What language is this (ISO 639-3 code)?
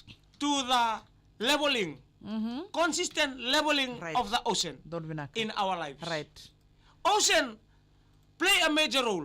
fij